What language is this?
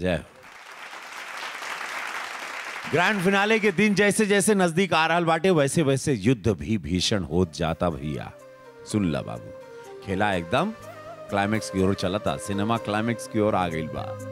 Bhojpuri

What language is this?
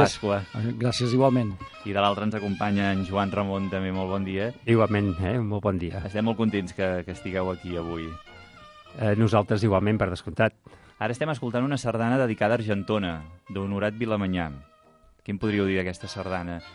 Catalan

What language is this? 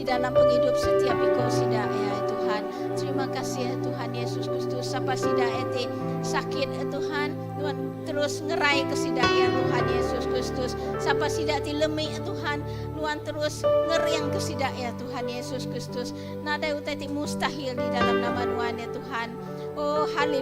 Iban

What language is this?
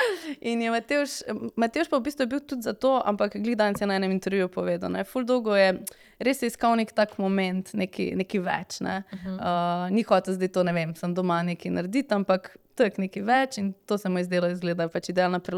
Slovenian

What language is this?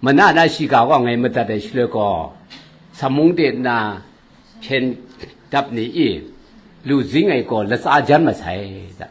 Kachin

